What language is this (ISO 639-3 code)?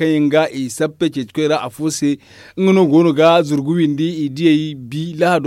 dje